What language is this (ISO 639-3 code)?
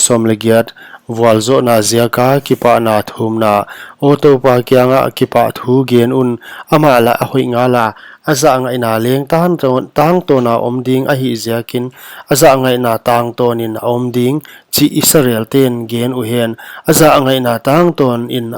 pck